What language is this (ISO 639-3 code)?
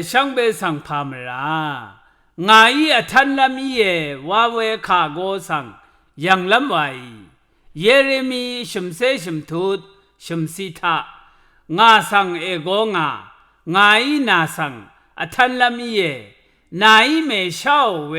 raw